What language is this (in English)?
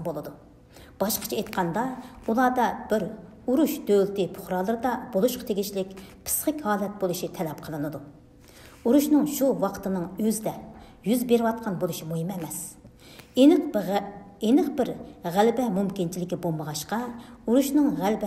Uyghur